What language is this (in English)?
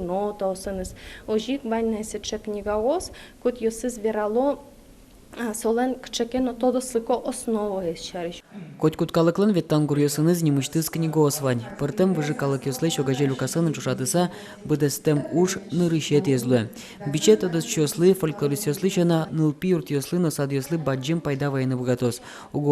Udmurt